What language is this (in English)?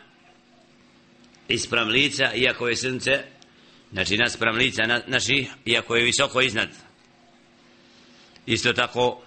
Bosnian